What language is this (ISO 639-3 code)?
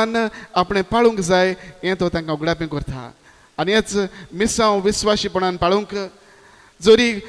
kok